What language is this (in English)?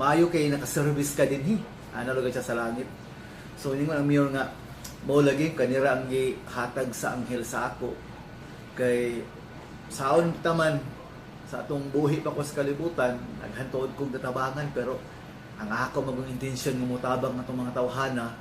Cebuano